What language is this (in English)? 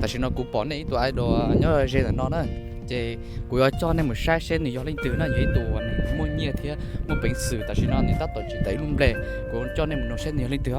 Hmong